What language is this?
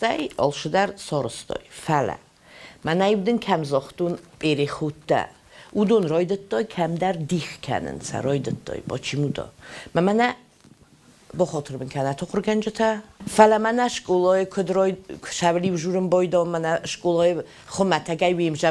Ossetic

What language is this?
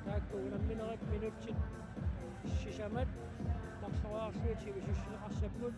Kalaallisut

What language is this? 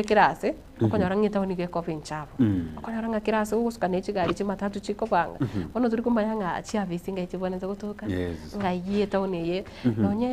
Gusii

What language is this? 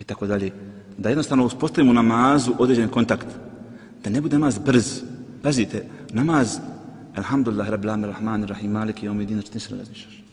Bosnian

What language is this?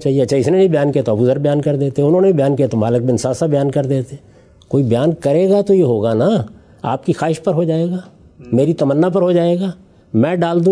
Urdu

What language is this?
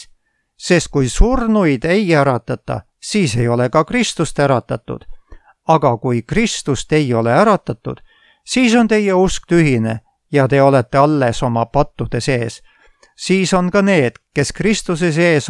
Estonian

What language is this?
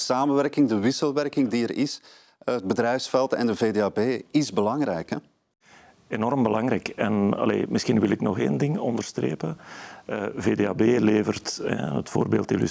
Dutch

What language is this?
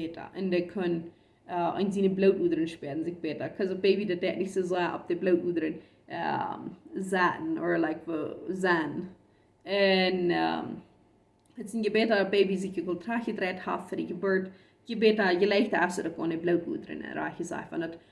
Plautdietsch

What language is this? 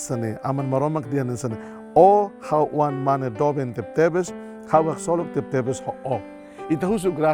Tetum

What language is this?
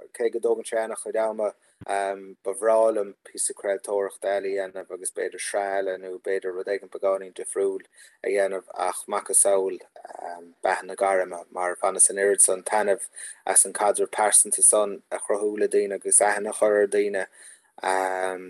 Irish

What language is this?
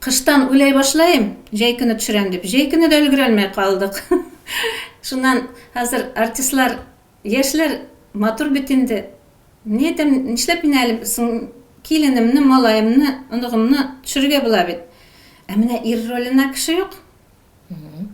Tatar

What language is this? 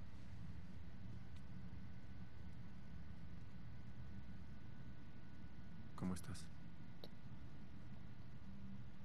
Spanish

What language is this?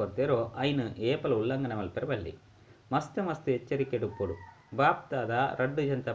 Tulu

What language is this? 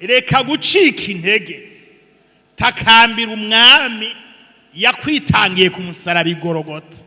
Rundi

